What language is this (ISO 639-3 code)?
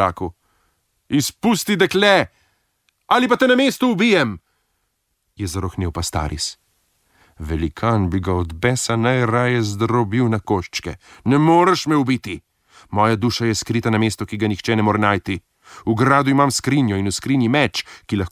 slv